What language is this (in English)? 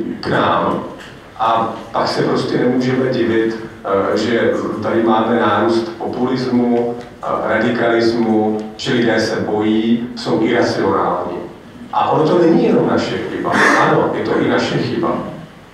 Czech